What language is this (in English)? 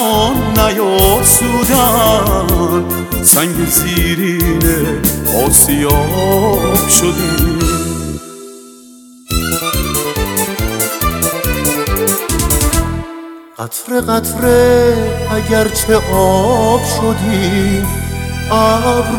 Persian